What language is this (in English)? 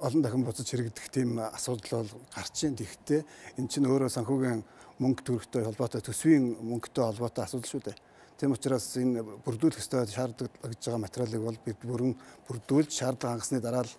Mongolian